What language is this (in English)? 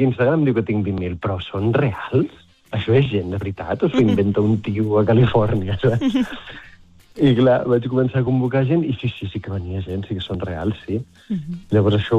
Catalan